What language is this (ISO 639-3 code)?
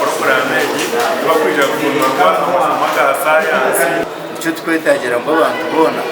nyn